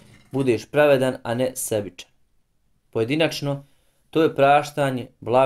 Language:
Bosnian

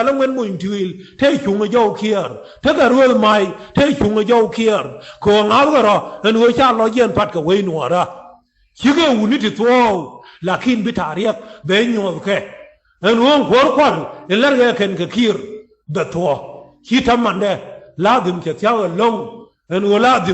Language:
Nuer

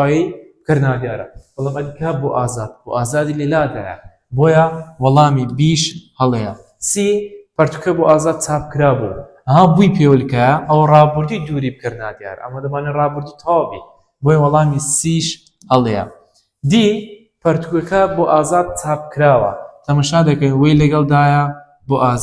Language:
Central Kurdish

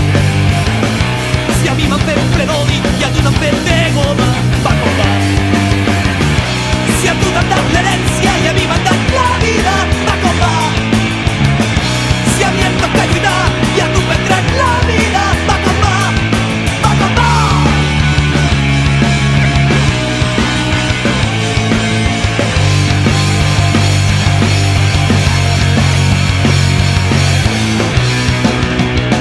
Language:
Catalan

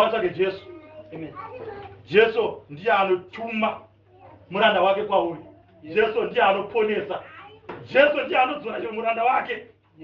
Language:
Shona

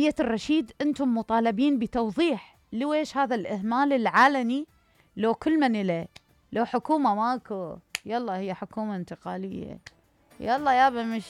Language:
Mesopotamian Arabic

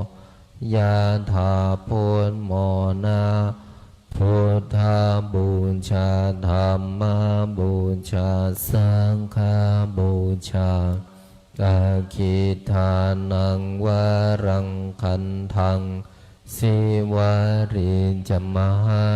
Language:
Pali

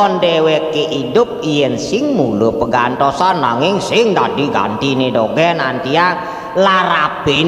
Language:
Balinese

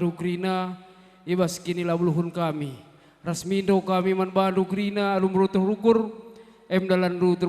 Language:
Batak Karo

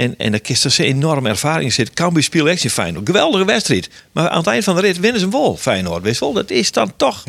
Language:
Western Frisian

